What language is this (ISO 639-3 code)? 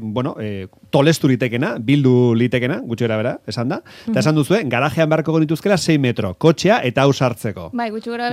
eus